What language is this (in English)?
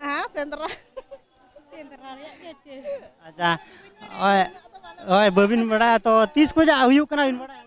Santali